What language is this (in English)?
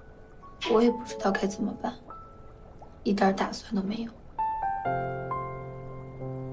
Chinese